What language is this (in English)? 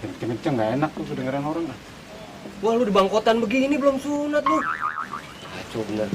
Betawi